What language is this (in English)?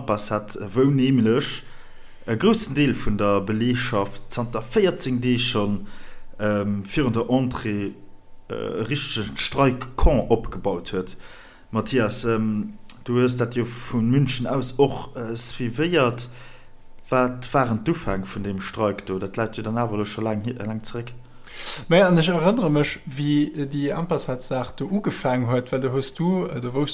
Luxembourgish